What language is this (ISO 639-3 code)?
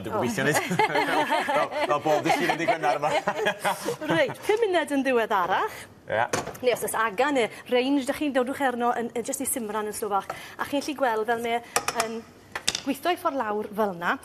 cym